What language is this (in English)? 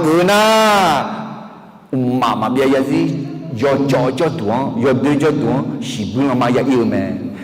Akha